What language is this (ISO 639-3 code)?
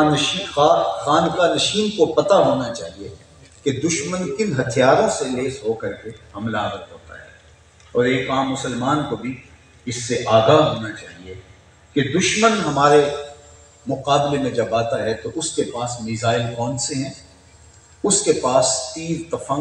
urd